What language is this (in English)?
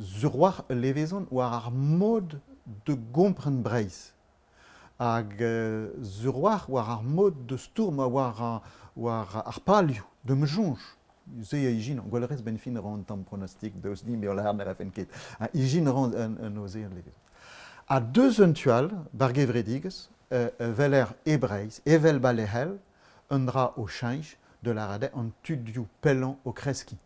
Breton